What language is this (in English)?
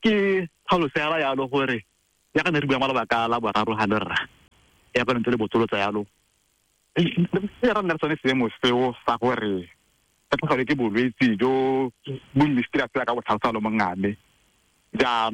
Tswana